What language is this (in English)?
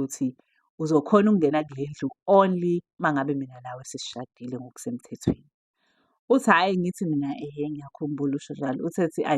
Zulu